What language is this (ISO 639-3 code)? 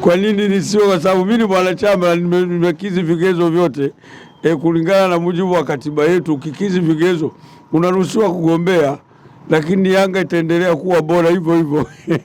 swa